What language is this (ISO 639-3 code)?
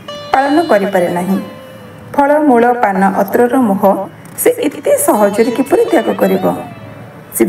ori